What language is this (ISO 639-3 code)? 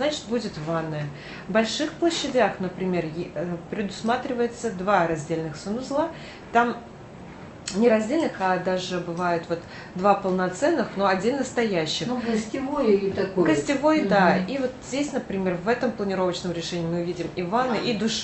rus